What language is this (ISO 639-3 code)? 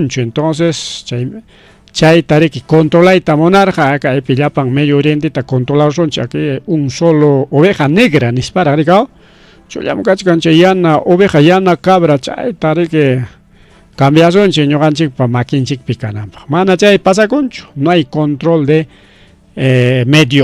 quy